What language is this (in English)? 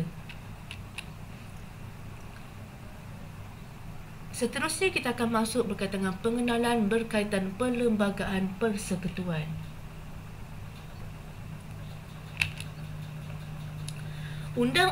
Malay